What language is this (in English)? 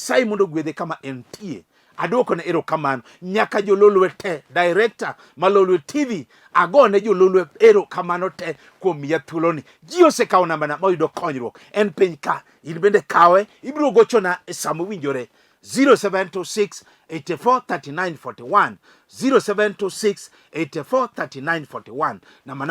Luo (Kenya and Tanzania)